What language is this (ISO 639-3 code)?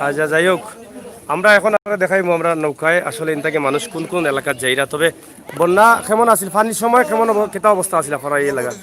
syl